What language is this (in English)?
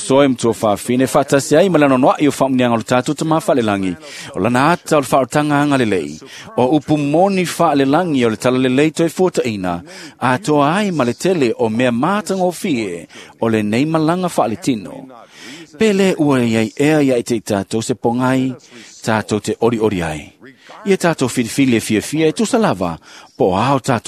Samoan